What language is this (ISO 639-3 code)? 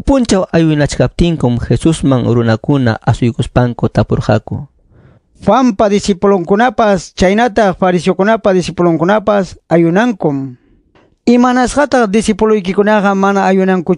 quy